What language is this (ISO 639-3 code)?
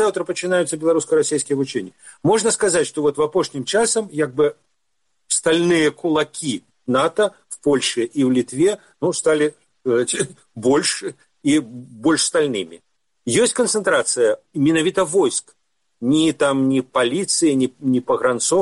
bel